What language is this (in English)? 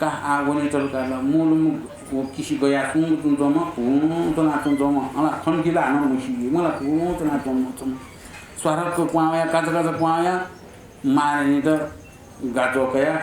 Newari